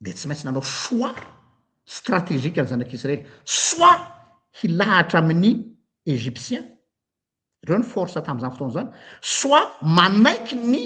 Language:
Malagasy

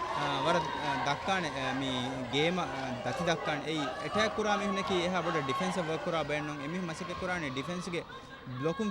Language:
Divehi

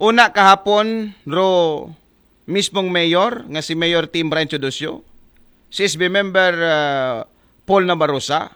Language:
Aklanon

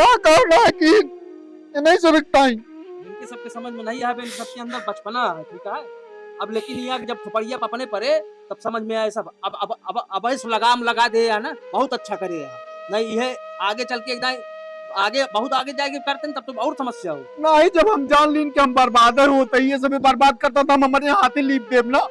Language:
Awadhi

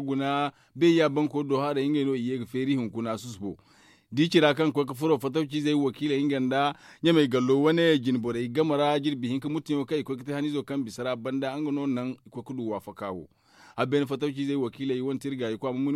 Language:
Zarma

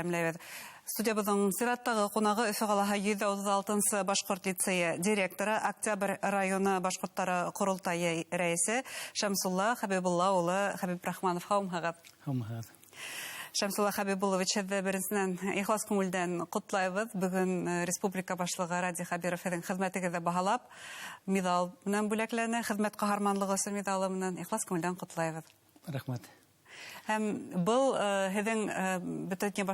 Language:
Bashkir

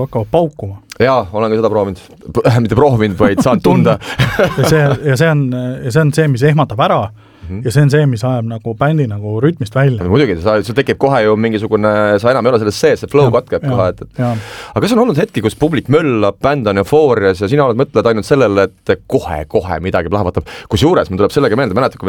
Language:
Estonian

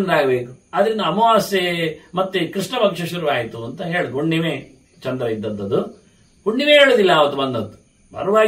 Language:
Kannada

